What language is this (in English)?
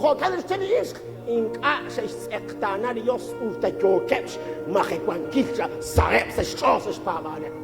Kekchí